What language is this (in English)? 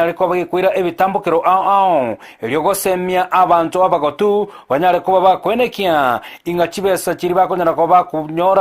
Gusii